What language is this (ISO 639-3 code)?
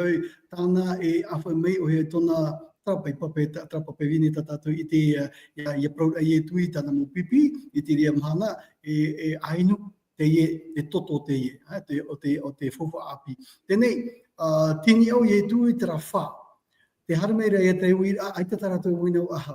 tah